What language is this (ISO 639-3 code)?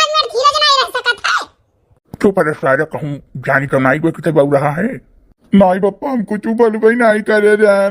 awa